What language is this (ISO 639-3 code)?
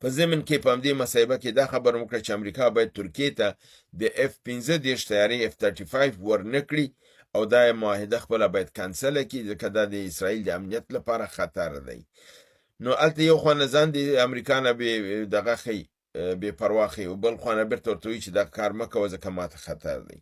pus